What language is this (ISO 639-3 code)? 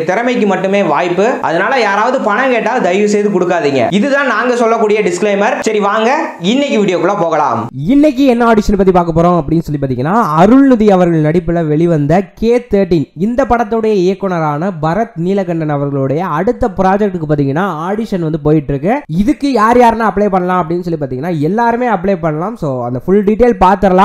tam